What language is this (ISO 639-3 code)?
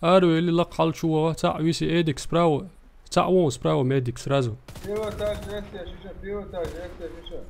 che